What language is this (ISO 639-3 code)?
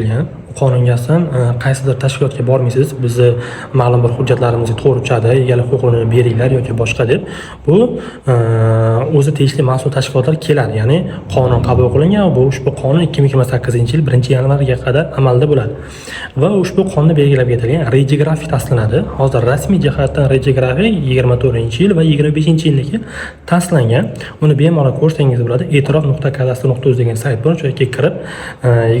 uzb